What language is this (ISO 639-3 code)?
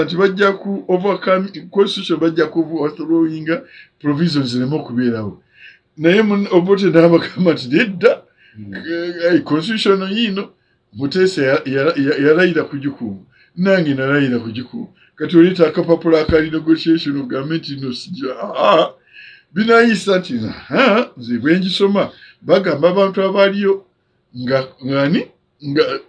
lug